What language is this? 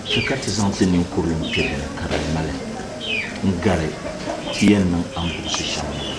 Dagbani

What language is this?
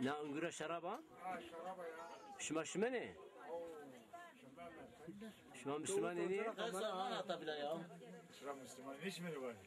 Zaza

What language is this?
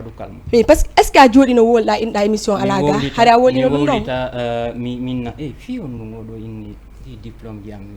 Fula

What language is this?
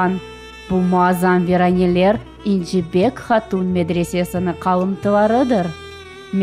Crimean Tatar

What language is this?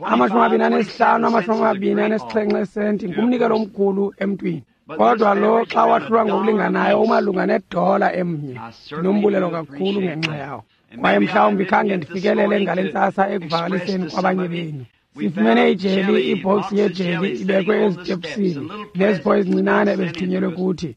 Xhosa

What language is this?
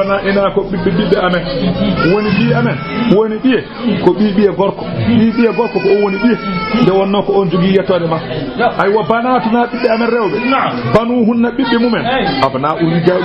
Fula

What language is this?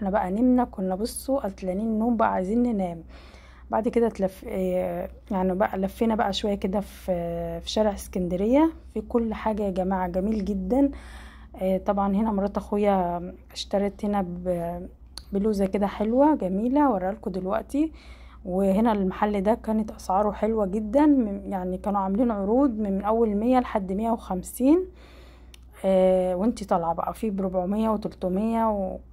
Egyptian Arabic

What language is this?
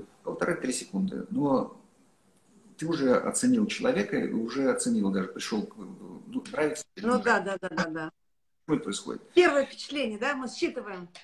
Russian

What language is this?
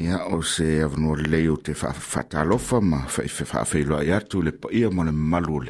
Samoan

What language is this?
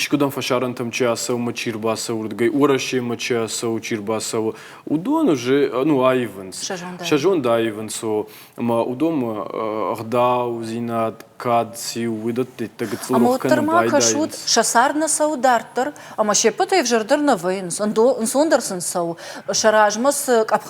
Ossetic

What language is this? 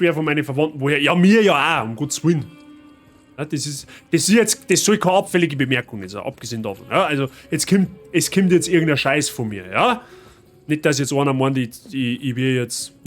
Bavarian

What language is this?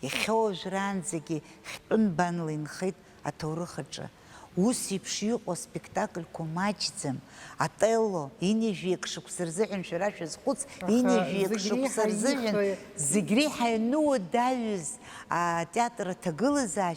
Abkhazian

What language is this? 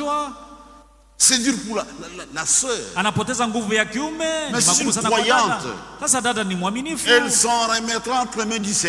Swahili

